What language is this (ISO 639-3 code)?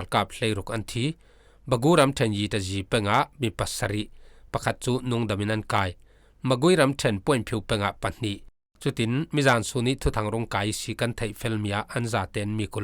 cfm